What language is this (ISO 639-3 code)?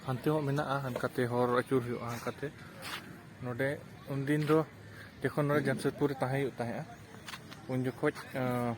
sat